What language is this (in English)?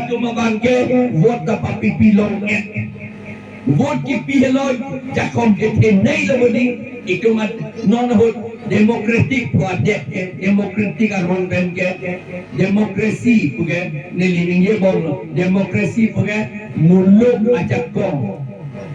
Karbi